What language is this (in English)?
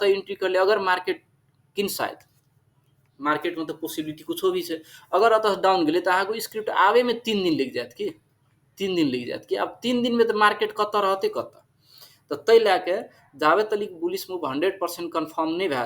Maithili